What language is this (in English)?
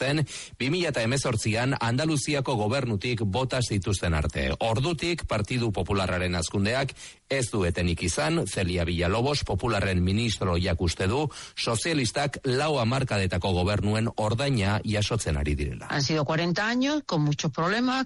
Basque